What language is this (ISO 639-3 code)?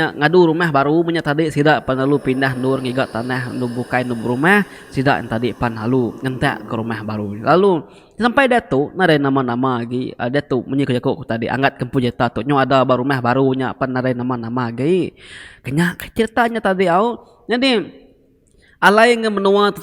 iba